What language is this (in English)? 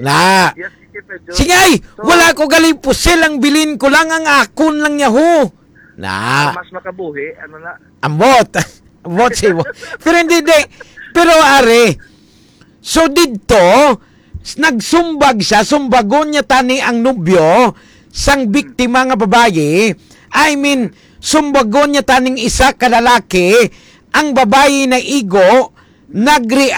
Hiligaynon